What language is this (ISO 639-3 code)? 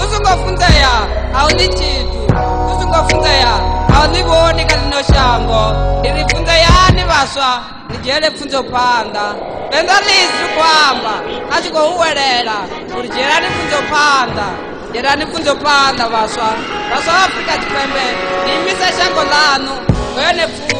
ven